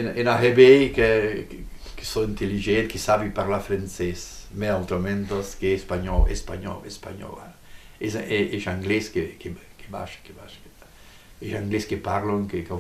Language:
Occitan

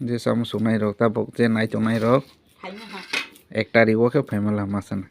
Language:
Kok Borok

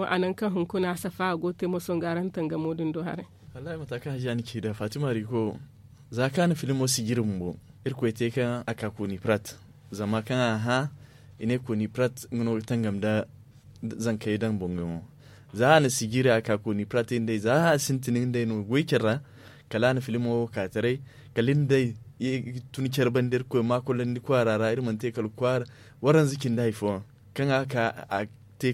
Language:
Zarma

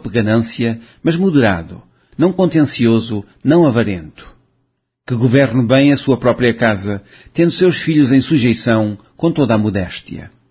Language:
Portuguese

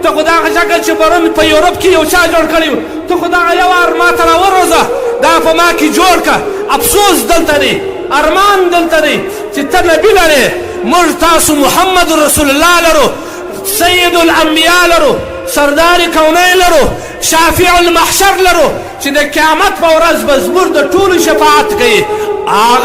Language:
Pashto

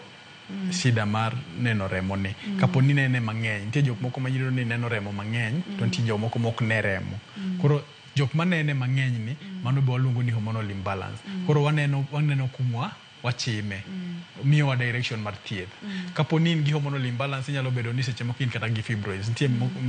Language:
Luo (Kenya and Tanzania)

